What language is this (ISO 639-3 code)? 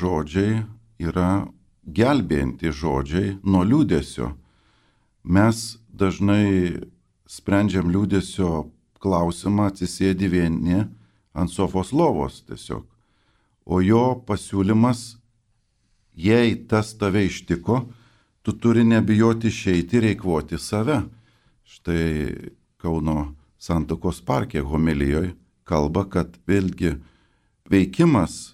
lit